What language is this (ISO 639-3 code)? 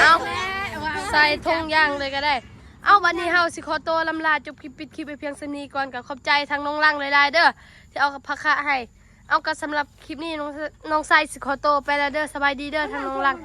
tts